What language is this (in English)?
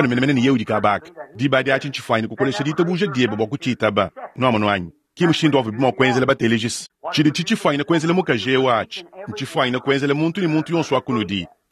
Luba-Lulua